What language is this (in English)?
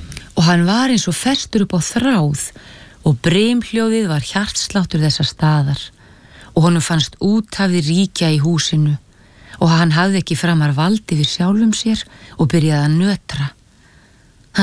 Icelandic